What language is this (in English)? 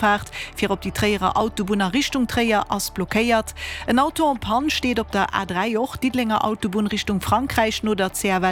Luxembourgish